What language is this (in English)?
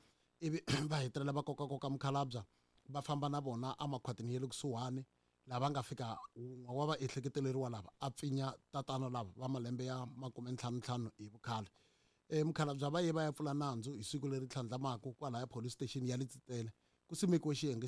Tsonga